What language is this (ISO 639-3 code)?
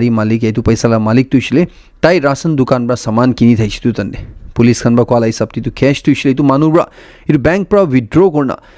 nag